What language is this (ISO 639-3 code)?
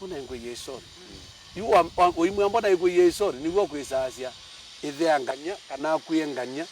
kam